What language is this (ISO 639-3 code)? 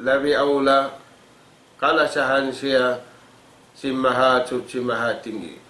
tsg